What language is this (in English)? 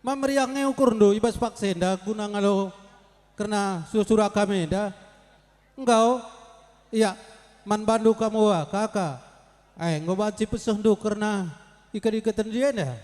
Batak Karo